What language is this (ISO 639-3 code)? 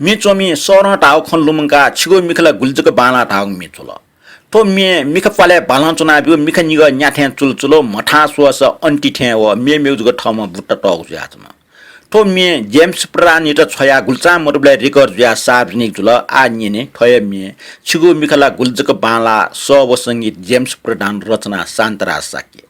new